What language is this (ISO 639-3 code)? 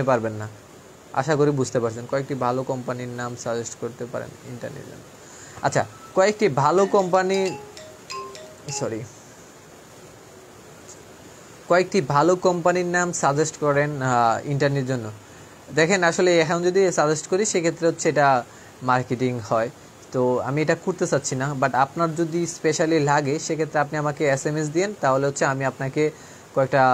ben